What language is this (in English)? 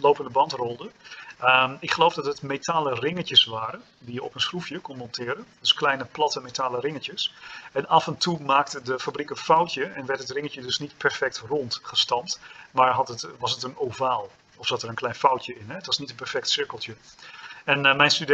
Dutch